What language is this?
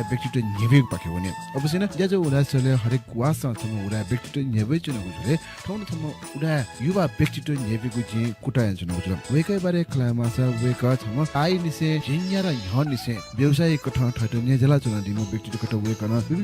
Newari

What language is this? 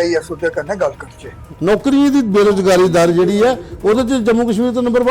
Dogri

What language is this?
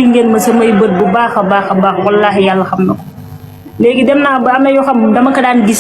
Wolof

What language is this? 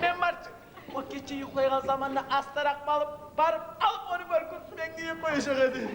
Kumyk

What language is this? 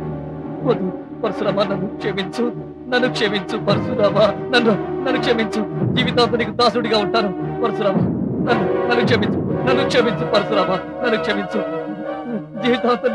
Telugu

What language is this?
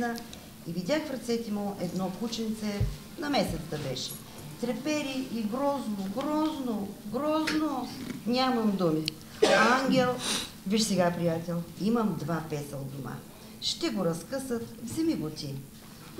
Bulgarian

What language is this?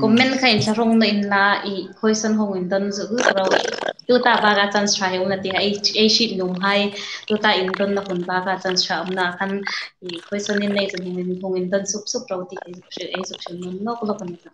Hmar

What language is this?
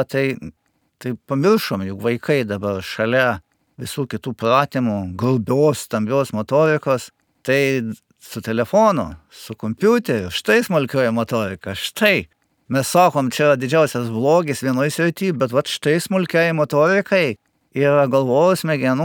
Lithuanian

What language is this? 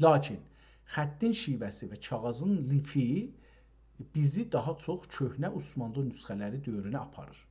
South Azerbaijani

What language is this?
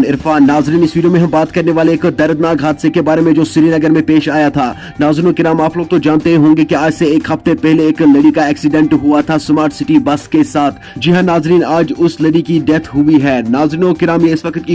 Kashmiri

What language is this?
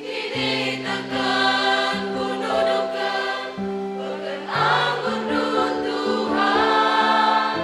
Batak Karo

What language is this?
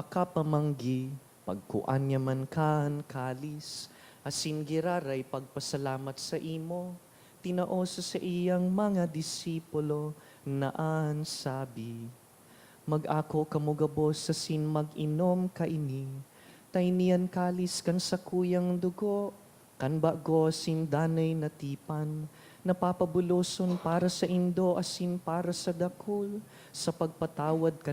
Bikol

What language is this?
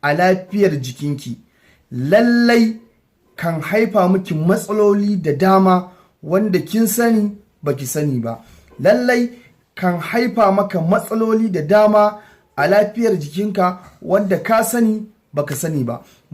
Hausa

